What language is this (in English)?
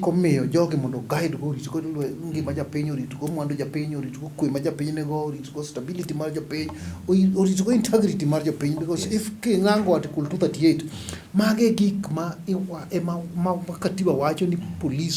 Luo (Kenya and Tanzania)